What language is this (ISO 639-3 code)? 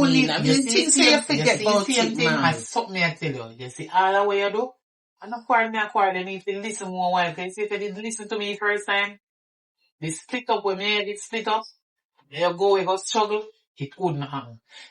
jam